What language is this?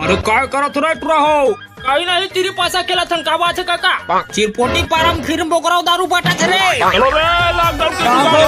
Chhattisgarhi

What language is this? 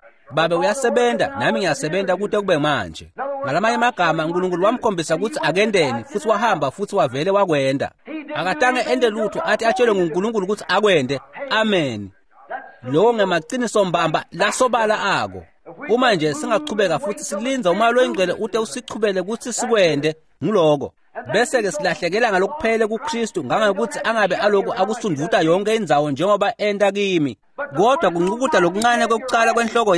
Swati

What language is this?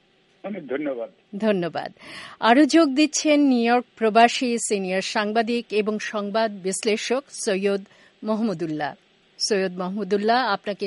Bangla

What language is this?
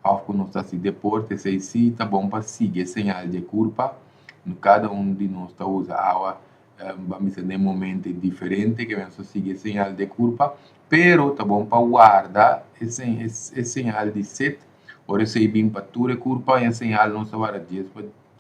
Papiamento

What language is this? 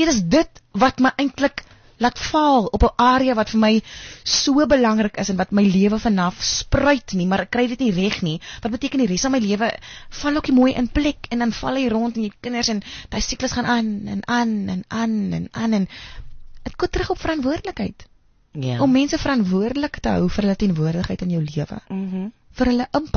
Afrikaans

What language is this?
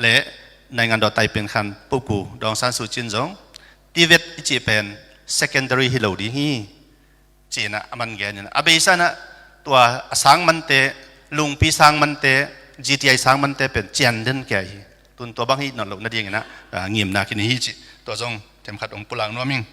Tedim Chin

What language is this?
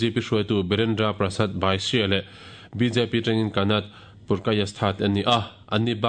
Mizo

